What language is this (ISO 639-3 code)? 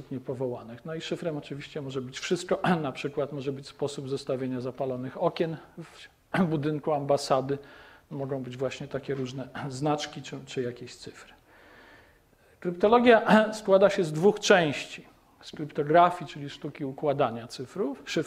pol